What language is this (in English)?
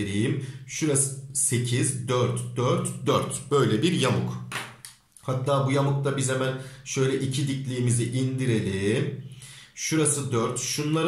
Turkish